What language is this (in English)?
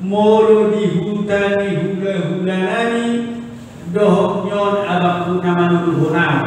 Batak Toba